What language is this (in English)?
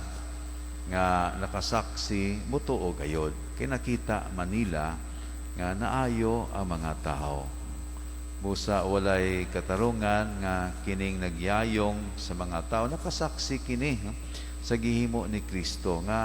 Cebuano